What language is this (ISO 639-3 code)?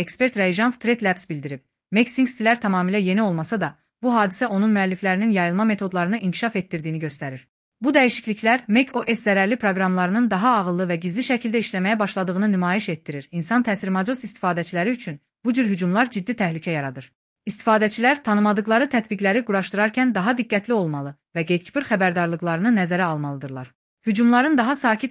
aze